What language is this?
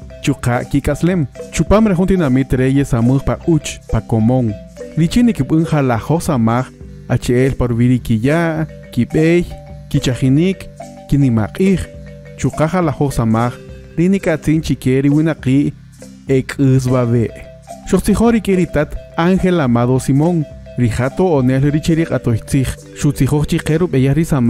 Kaqchikel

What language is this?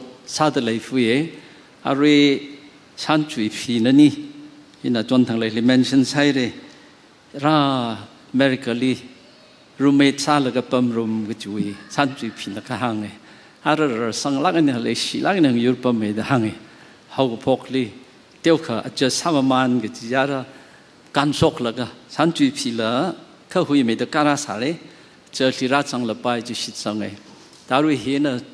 Tangkhul Naga (India)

